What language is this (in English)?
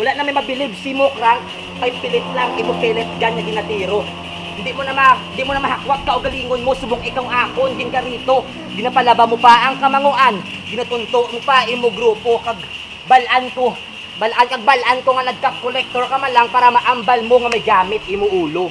Hiligaynon